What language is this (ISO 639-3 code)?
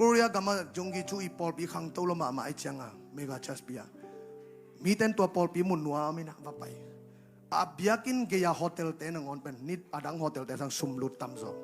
ctd